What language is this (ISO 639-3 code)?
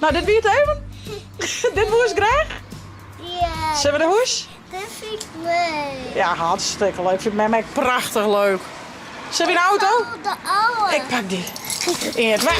fry